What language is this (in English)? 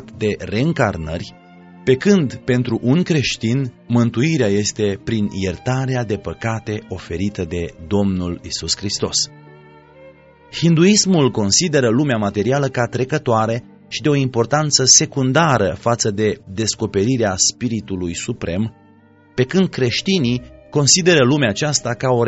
Romanian